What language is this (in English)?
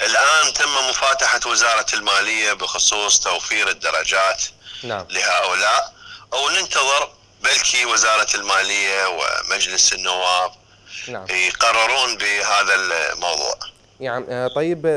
Mesopotamian Arabic